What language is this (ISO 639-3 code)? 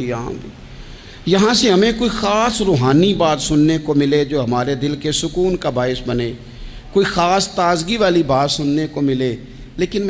urd